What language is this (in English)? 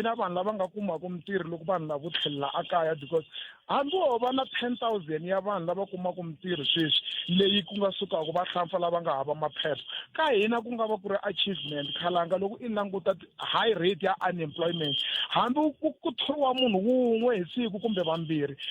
Tsonga